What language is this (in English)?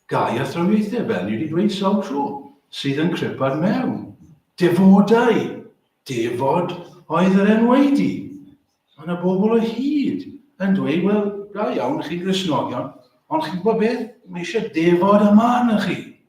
Welsh